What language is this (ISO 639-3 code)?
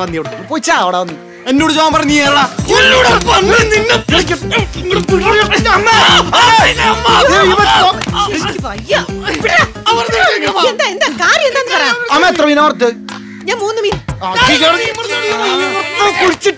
mal